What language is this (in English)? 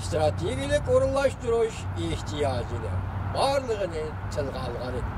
Uyghur